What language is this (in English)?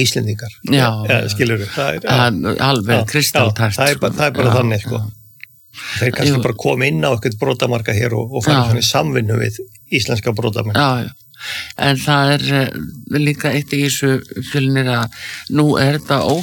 Icelandic